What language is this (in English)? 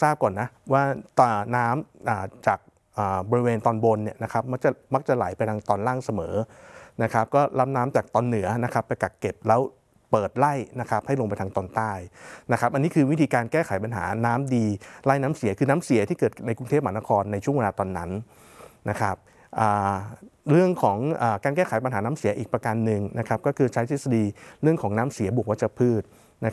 Thai